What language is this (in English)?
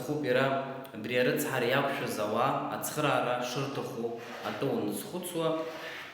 Abkhazian